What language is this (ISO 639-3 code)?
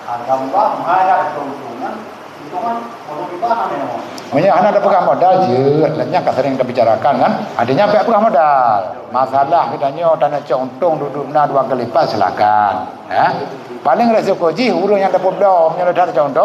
ace